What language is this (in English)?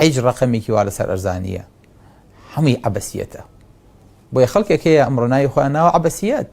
Central Kurdish